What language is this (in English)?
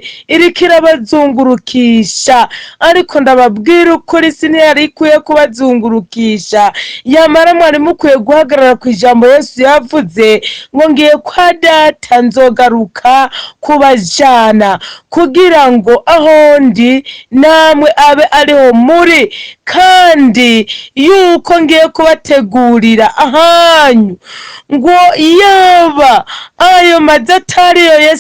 Rundi